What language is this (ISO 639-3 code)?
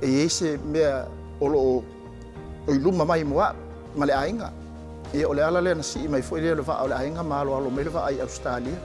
smo